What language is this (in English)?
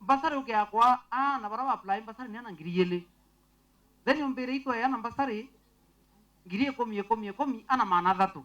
Meru